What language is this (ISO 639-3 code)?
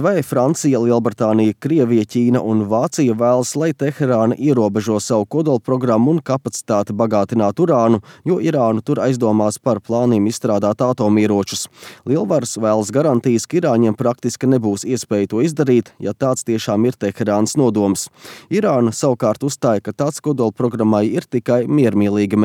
lav